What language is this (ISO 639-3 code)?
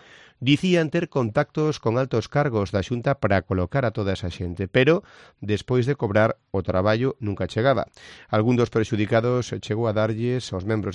glg